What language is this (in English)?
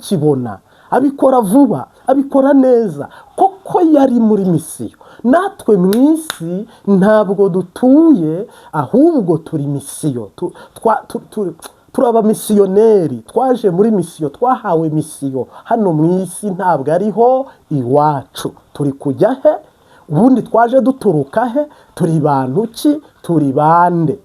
Kinyarwanda